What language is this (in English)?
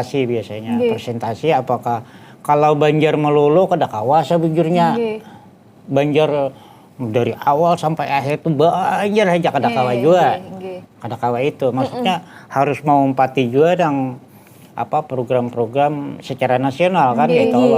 Banjar